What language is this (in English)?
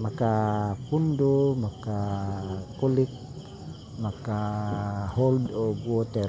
Cebuano